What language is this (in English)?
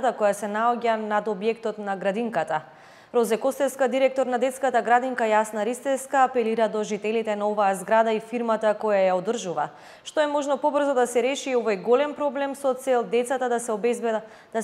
Macedonian